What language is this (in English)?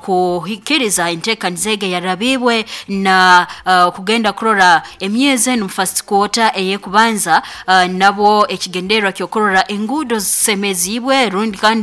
Nyoro